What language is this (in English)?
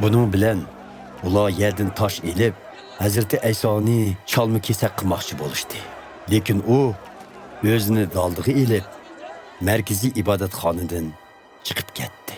Uyghur